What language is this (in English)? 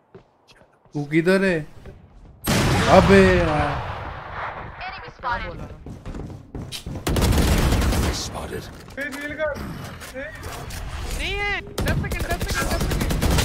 Hindi